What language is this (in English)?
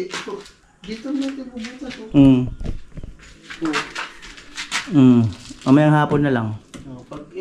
Filipino